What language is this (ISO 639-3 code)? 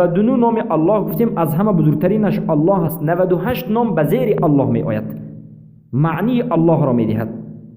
fas